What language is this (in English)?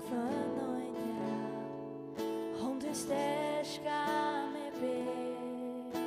Faroese